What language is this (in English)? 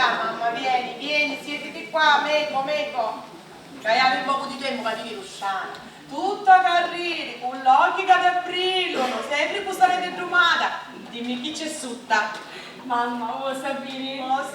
Sicilian